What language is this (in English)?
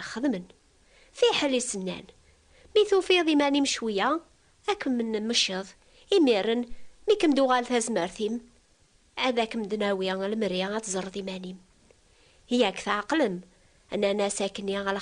Kabyle